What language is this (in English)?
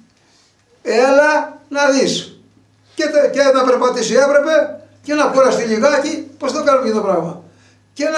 Greek